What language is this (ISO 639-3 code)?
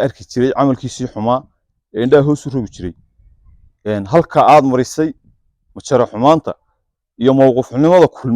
som